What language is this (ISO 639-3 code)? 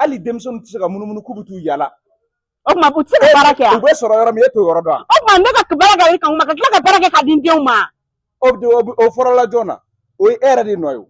bam